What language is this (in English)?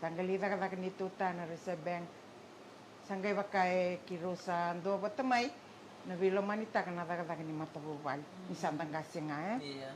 Fijian